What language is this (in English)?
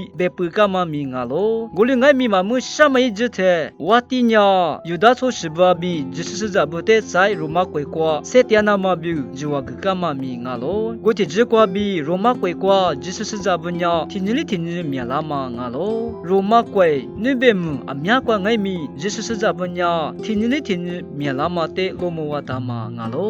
Lisu